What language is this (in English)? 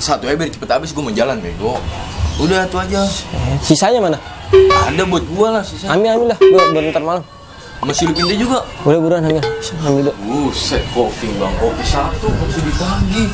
Betawi